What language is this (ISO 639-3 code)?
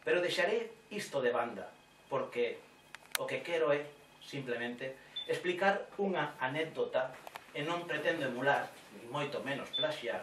glg